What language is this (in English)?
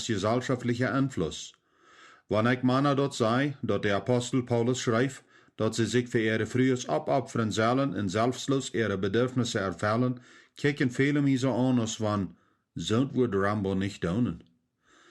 Plautdietsch